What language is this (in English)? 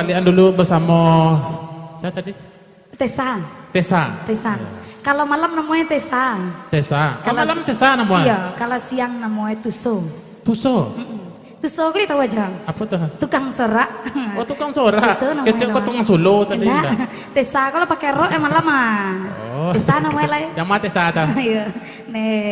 Minangkabau